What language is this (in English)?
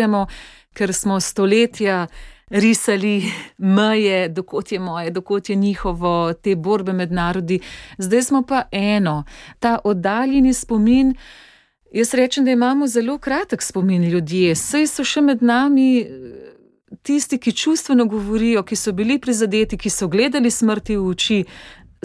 Slovenian